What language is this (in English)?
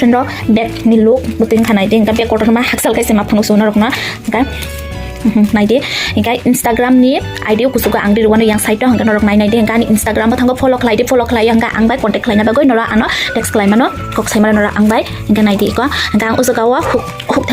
Kok Borok